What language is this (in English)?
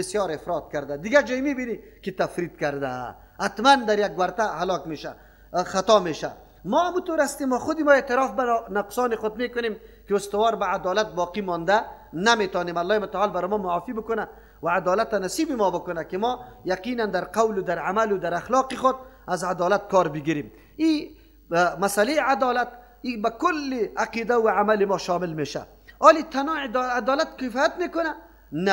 Persian